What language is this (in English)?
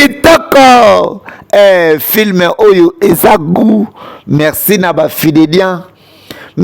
Lingala